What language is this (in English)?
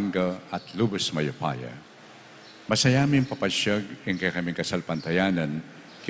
Pampanga